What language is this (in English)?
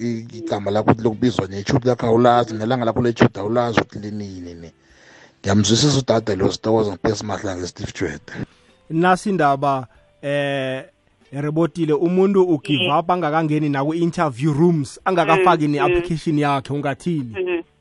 South Ndebele